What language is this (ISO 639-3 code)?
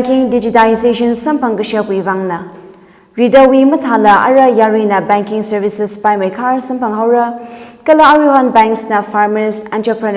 nmf